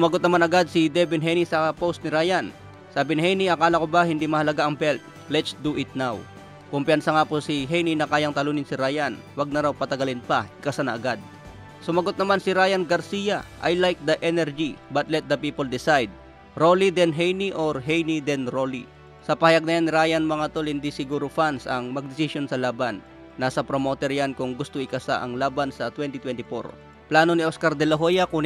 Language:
Filipino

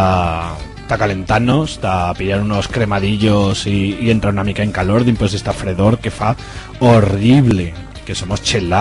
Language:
Aragonese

